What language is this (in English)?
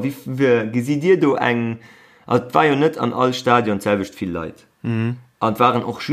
Luxembourgish